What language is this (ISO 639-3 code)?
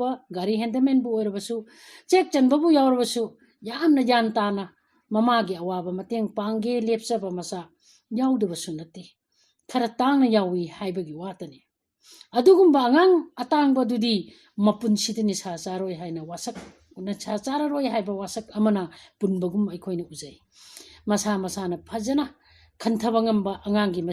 mni